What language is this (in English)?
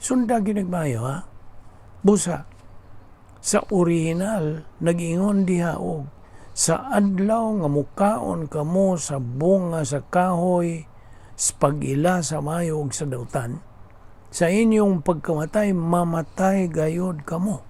Cebuano